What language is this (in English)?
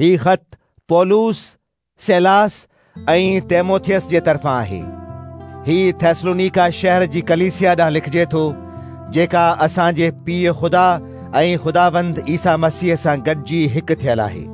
Sindhi